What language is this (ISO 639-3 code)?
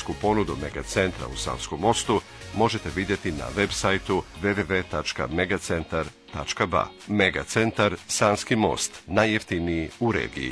bos